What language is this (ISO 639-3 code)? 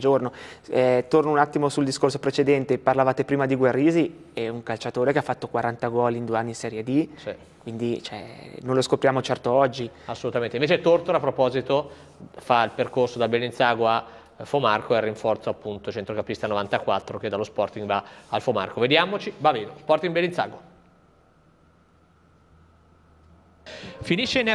ita